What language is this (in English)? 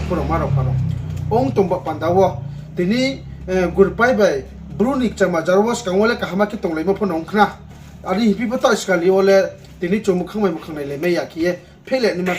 Riang (India)